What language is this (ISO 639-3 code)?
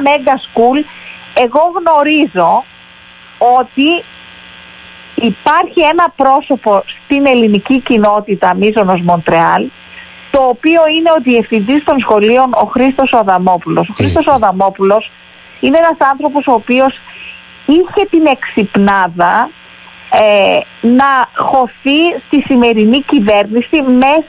ell